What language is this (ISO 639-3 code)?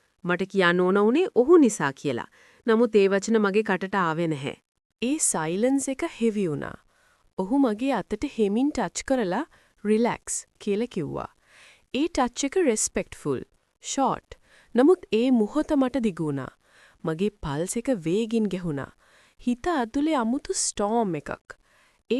sin